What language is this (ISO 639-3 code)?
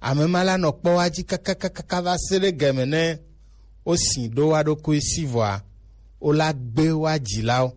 gej